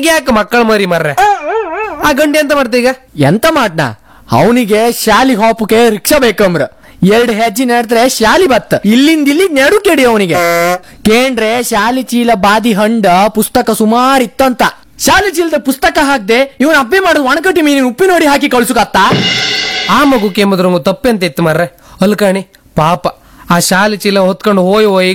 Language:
Kannada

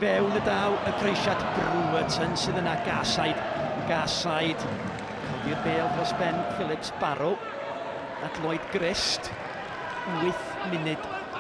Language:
Welsh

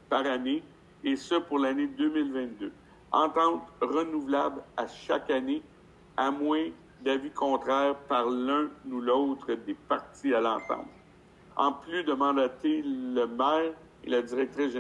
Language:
French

